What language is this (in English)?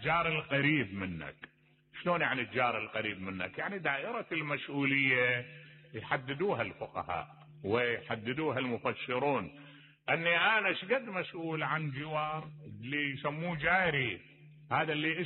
Mesopotamian Arabic